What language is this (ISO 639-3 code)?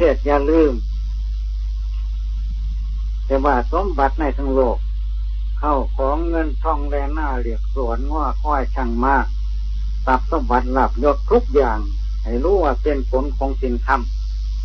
tha